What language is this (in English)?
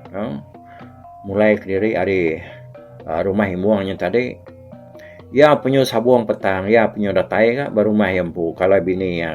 Iban